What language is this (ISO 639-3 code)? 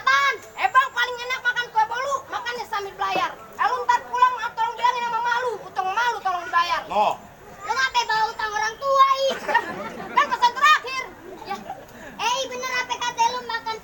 bew